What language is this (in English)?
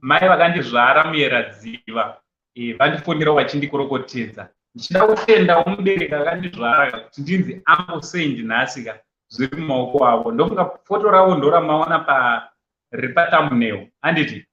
Shona